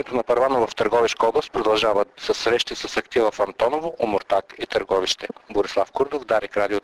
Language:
Bulgarian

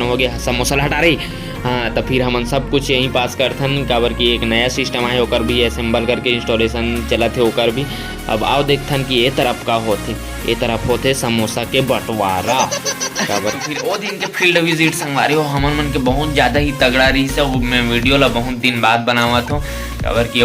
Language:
Chhattisgarhi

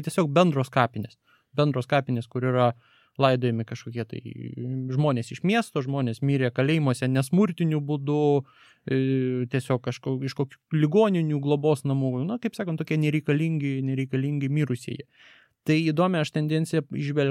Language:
Lithuanian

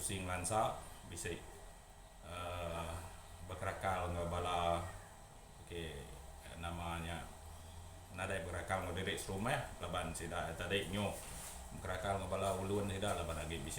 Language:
Iban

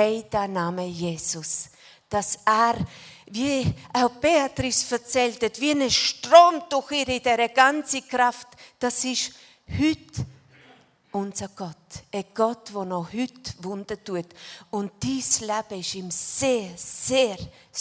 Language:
Swiss German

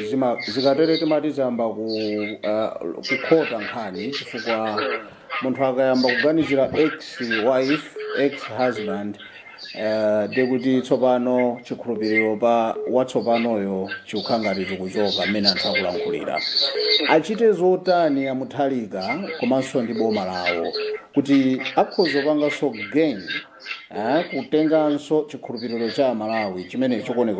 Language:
Nyanja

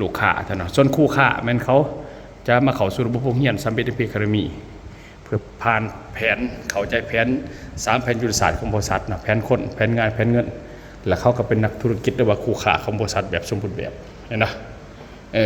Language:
Lao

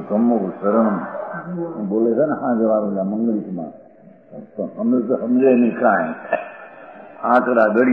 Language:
Gujarati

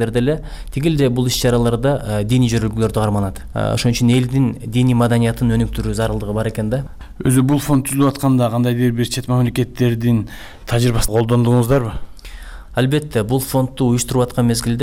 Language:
Kyrgyz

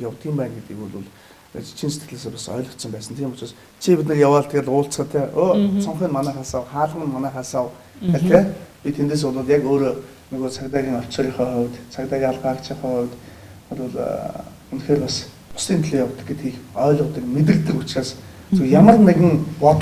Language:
Mongolian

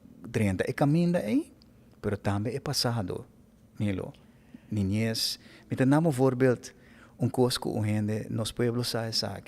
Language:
Papiamento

